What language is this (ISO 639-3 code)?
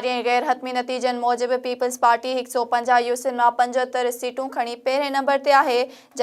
snd